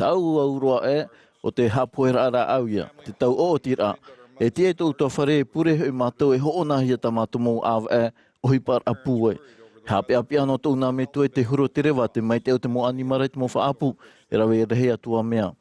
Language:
Tahitian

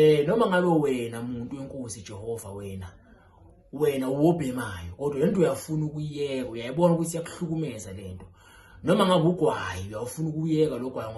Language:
Zulu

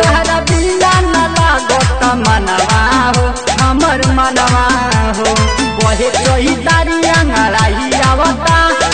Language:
Bhojpuri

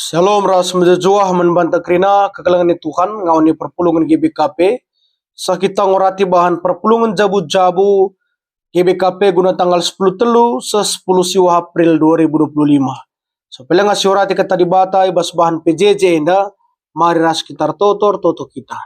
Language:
Batak Karo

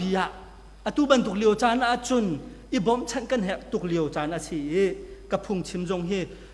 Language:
Hakha Chin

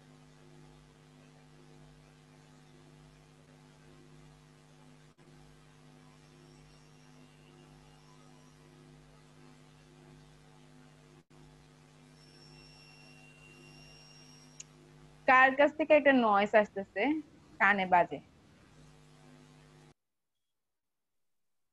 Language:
Bangla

